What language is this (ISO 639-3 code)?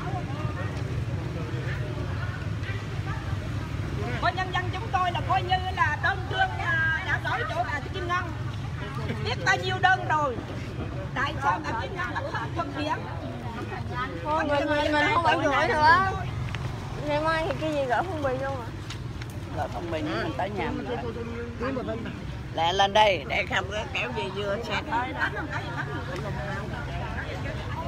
vie